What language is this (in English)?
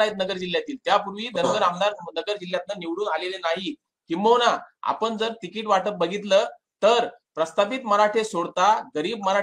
Marathi